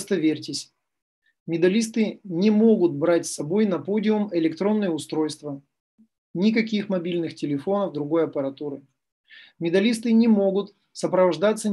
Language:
Russian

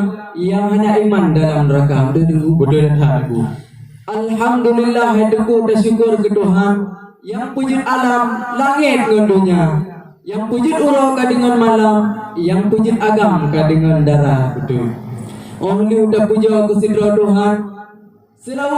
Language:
Achinese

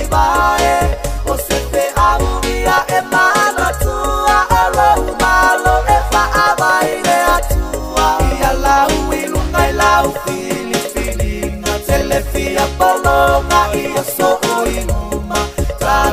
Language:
Samoan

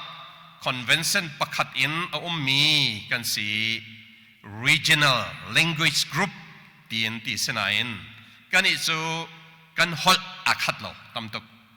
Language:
Hakha Chin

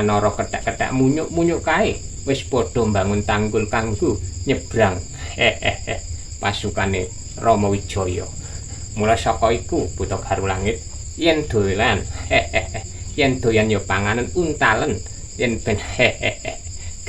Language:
Javanese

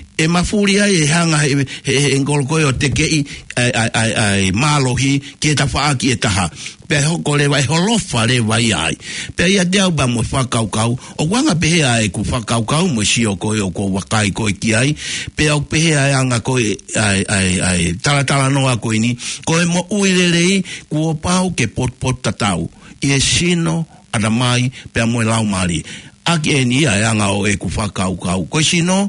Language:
Tongan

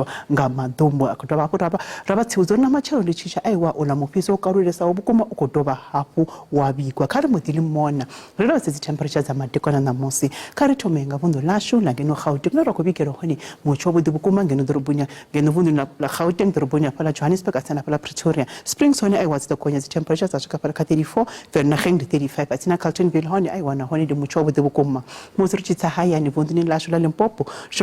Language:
Venda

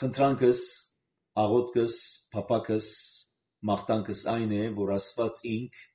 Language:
Armenian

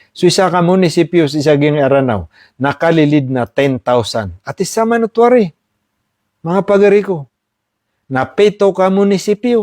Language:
Maranao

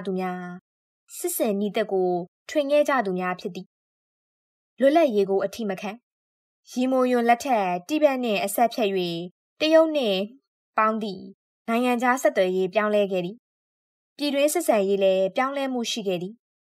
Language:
Burmese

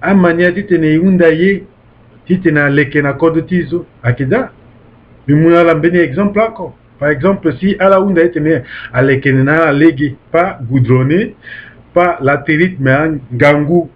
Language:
Sango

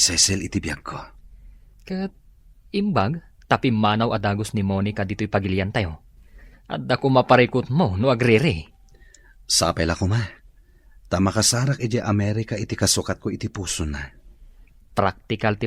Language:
Iloko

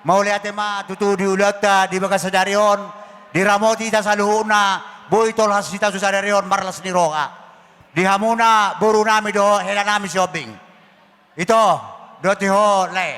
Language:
Batak Toba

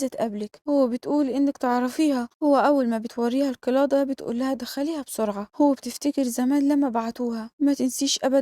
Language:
Egyptian Arabic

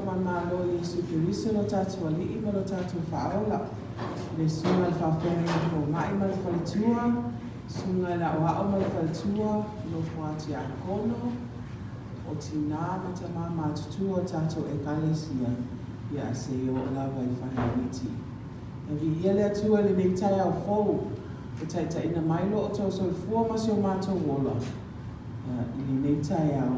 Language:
Samoan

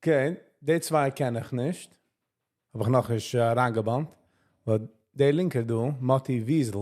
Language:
Yiddish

